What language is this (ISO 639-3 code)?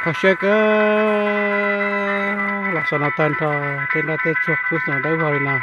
hmn